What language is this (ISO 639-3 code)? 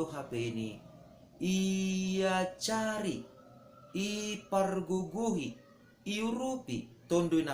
bts